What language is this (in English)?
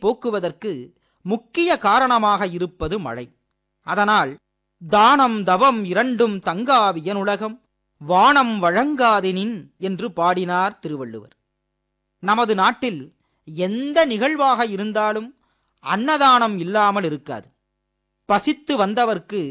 Tamil